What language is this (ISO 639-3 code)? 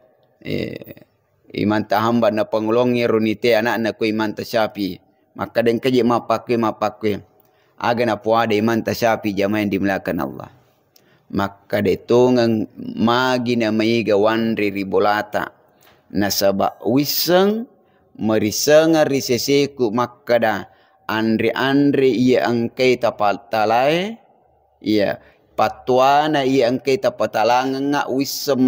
bug